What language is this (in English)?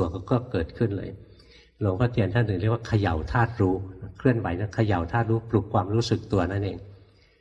Thai